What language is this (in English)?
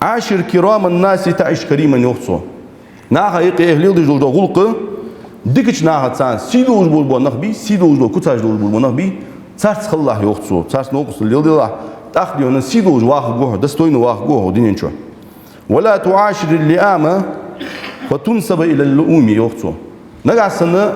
Ingush